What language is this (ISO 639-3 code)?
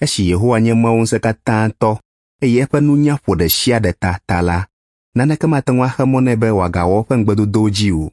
ewe